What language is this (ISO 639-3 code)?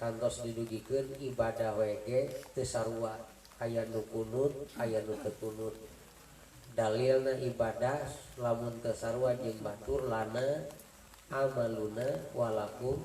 sun